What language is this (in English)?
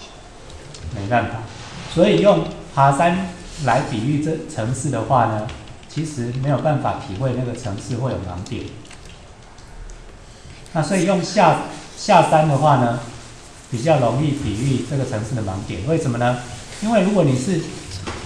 Chinese